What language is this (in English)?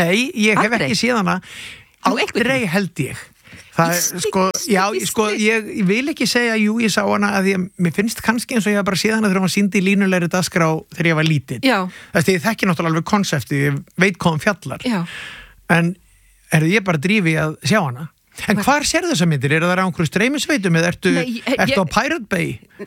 Icelandic